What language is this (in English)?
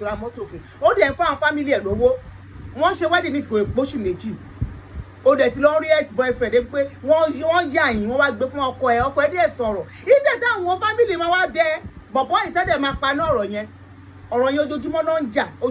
Yoruba